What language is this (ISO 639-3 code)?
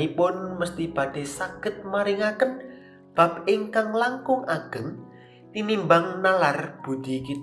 jav